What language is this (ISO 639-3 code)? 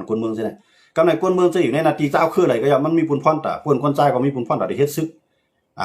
shn